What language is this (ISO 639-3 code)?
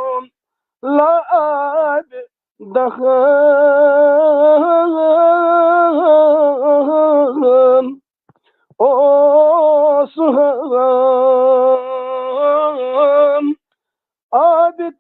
kas